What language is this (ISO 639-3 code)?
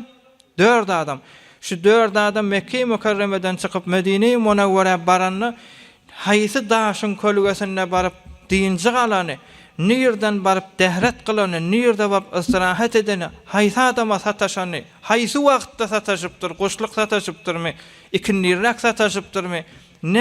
tuk